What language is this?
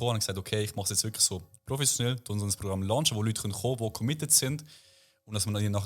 Swiss German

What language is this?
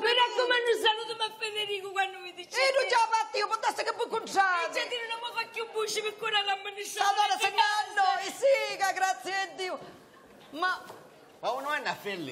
Sicilian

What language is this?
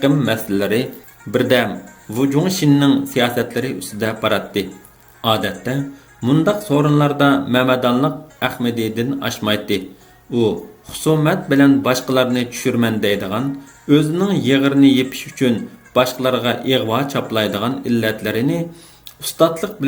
Uyghur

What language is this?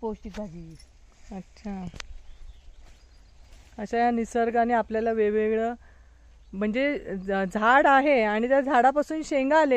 Marathi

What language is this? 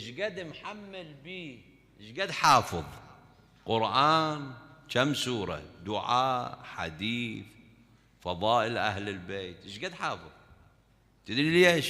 Mesopotamian Arabic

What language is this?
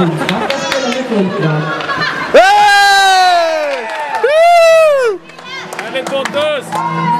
Swedish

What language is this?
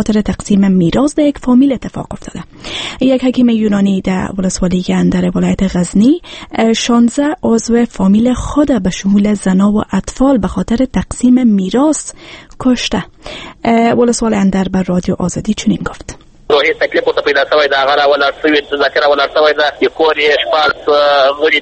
Persian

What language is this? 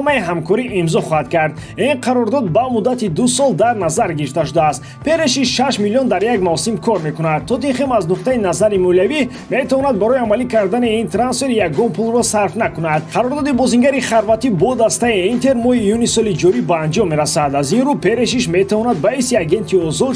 Tajik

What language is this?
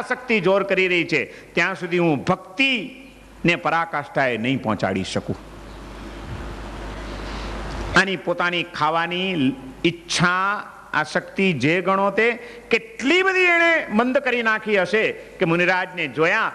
Gujarati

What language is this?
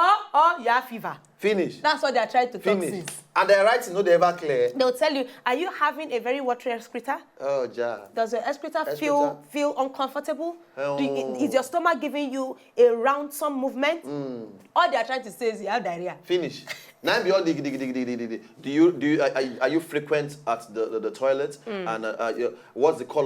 Nigerian Pidgin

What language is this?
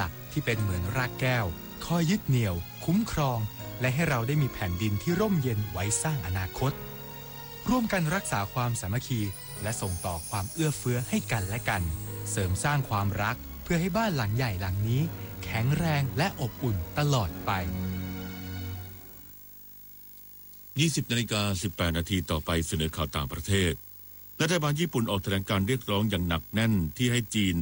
Thai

